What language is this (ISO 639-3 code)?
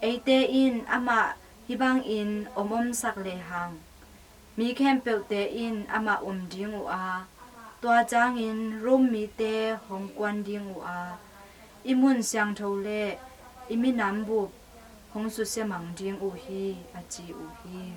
ctd